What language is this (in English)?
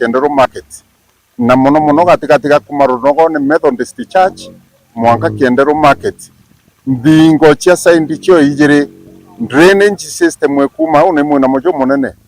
Meru